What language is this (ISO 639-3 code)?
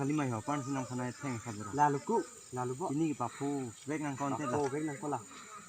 mjw